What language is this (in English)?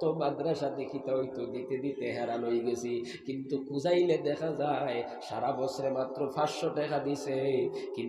Sylheti